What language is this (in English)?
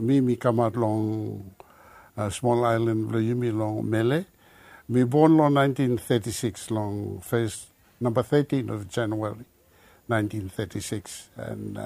Bislama